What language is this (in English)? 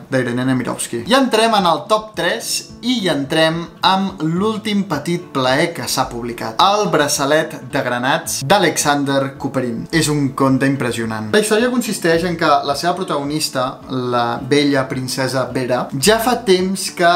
Catalan